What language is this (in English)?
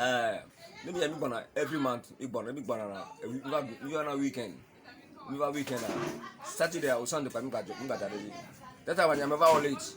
Ewe